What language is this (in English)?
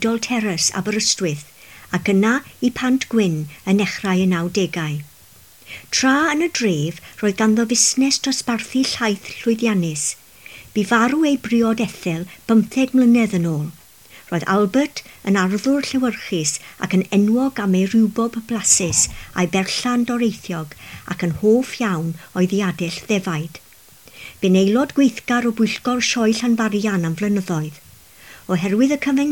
Welsh